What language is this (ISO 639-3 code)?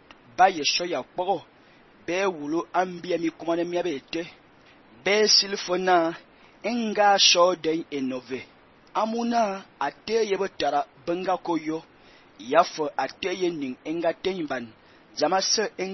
fan